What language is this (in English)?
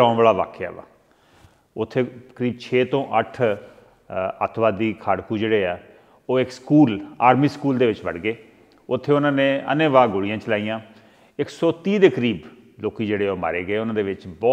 Punjabi